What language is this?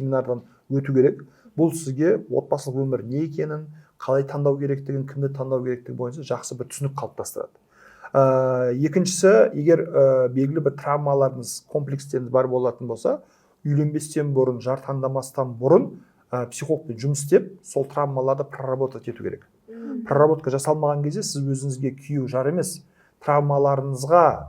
Kazakh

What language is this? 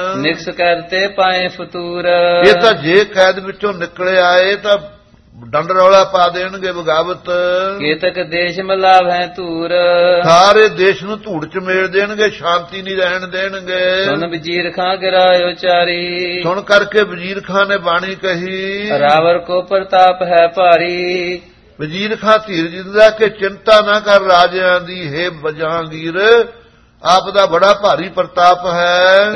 Punjabi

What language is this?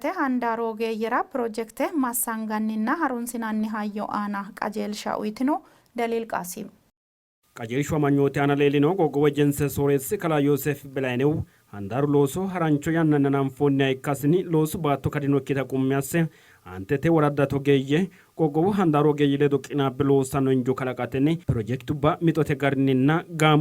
Sidamo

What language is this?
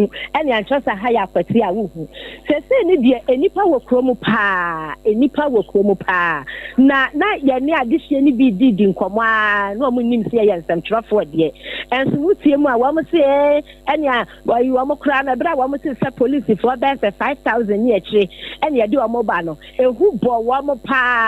Akan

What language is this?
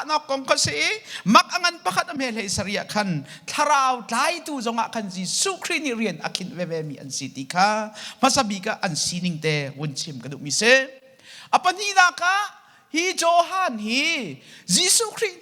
Hakha Chin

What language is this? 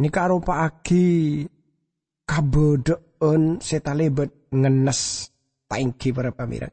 Madurese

